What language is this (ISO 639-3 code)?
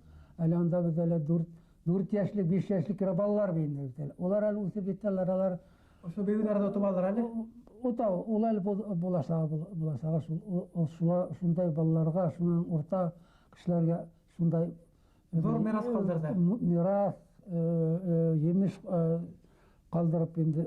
bak